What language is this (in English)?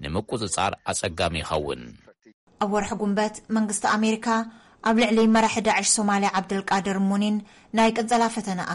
Tigrinya